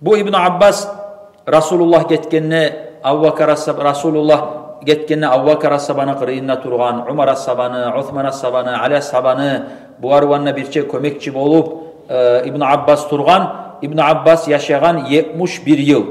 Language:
Kumyk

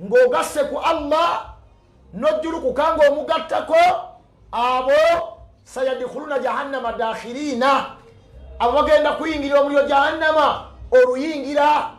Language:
Ganda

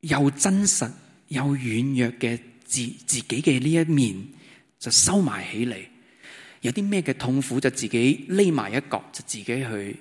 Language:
Cantonese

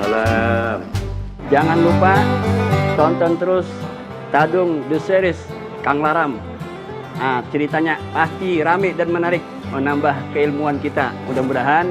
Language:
Banjar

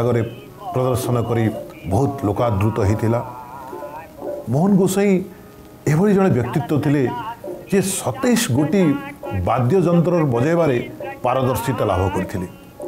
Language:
Odia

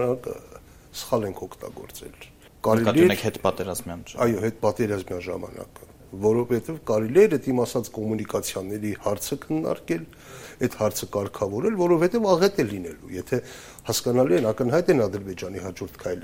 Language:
Armenian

